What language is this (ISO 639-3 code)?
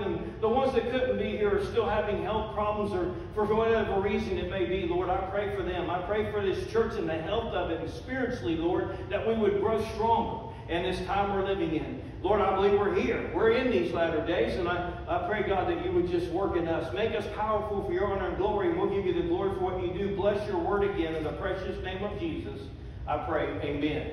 eng